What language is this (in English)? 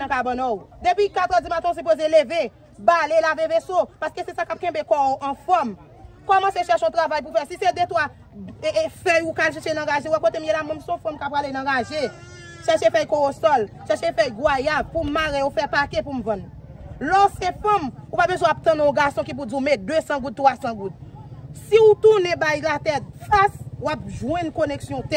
Haitian Creole